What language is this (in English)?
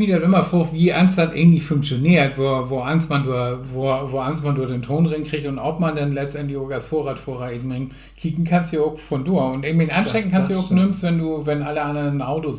Low German